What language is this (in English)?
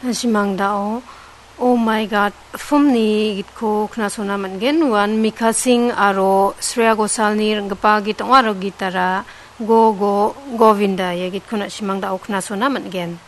Garo